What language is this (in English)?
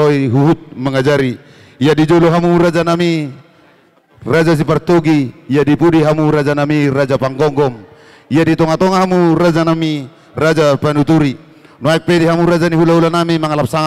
Batak Toba